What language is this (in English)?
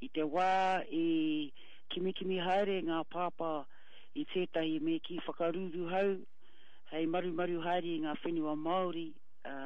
Māori